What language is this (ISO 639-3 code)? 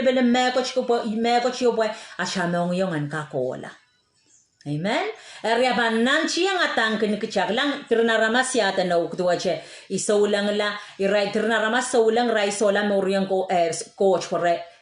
pon